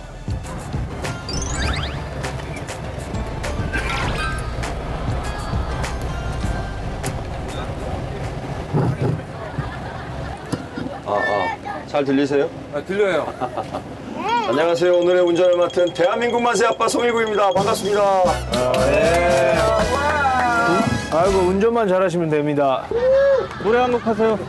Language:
Korean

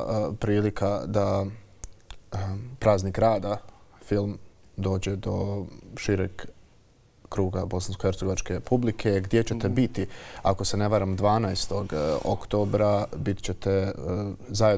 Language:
Bosnian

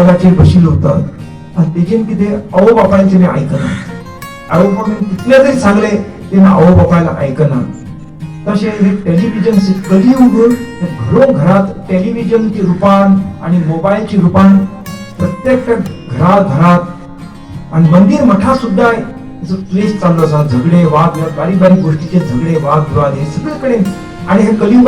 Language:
Konkani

